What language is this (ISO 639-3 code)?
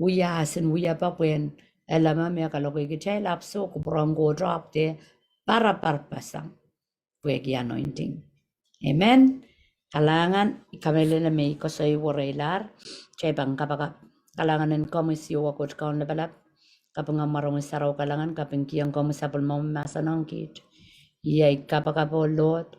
pon